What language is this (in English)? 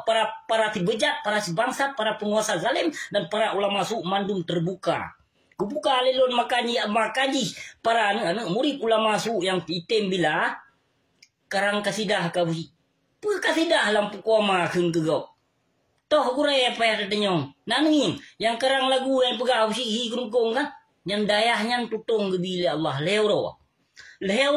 Achinese